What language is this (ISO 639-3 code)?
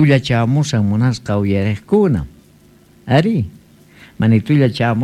quh